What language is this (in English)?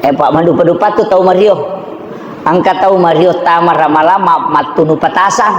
Buginese